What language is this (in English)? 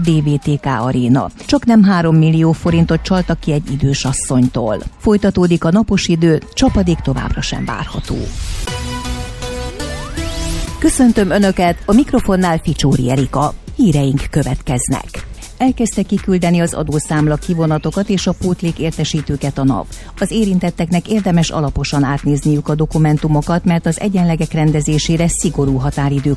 Hungarian